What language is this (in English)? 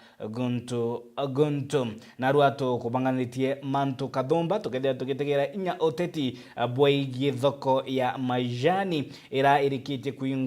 Meru